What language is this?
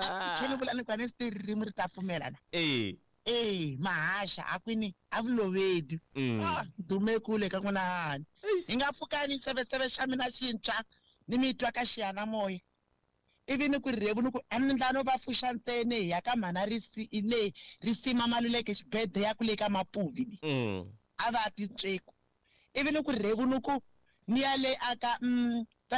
Tsonga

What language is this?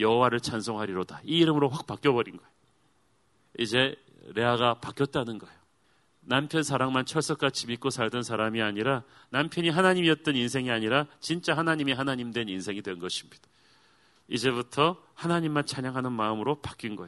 Korean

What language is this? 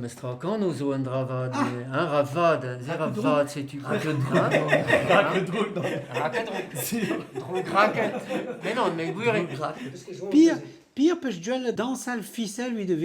Breton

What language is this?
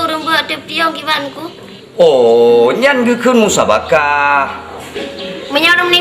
Achinese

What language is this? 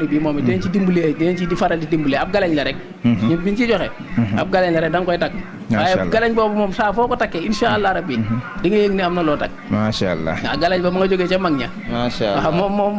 Wolof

